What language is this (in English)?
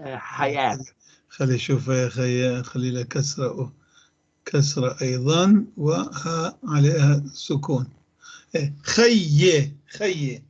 North Levantine Arabic